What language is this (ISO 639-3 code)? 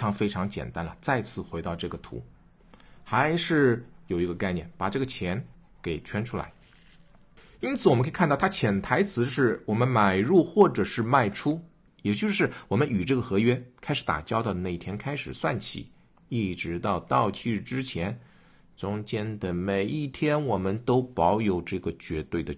zho